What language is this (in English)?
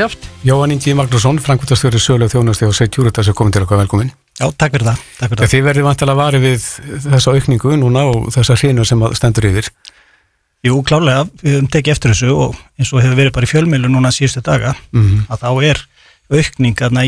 Icelandic